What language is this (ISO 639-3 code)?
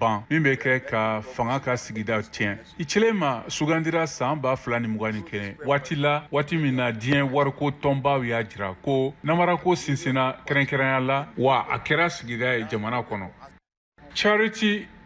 bam